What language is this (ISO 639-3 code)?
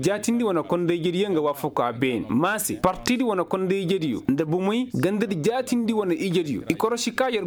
dje